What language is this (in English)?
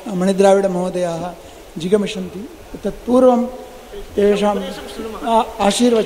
Sanskrit